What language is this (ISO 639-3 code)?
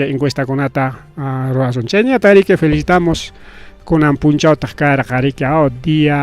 quy